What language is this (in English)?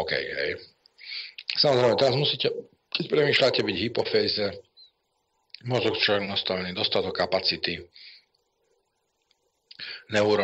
Slovak